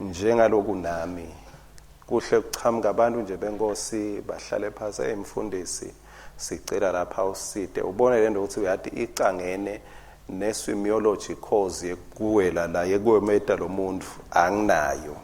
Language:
Swati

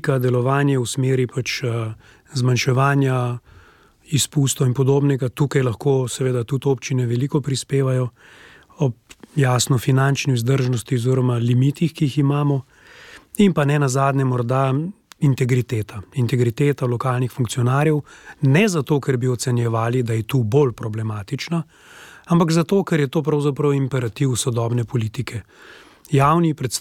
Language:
Slovenian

